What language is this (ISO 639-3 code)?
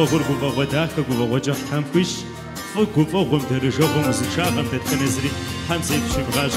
kbd